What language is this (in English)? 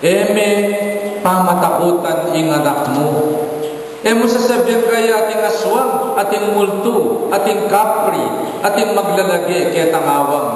Pampanga